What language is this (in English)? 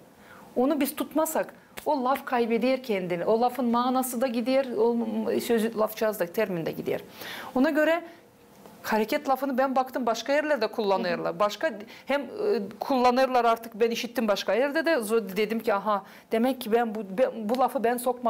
Gagauz